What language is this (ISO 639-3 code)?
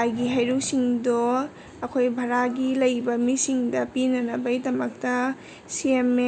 mni